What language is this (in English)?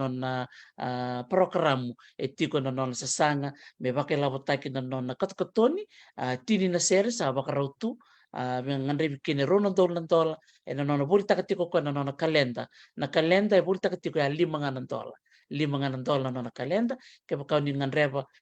Fijian